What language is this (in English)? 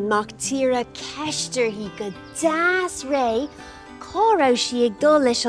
Irish